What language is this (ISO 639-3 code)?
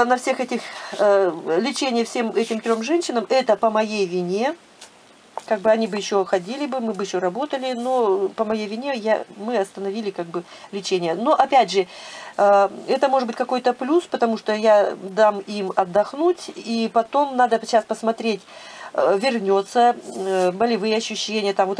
rus